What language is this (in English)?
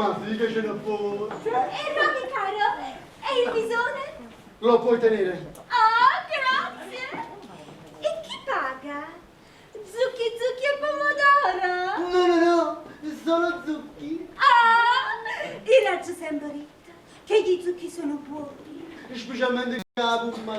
Neapolitan